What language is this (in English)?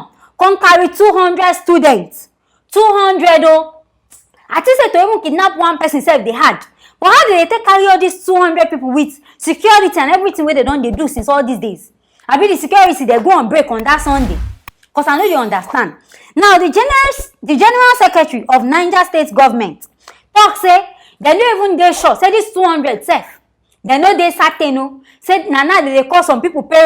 Nigerian Pidgin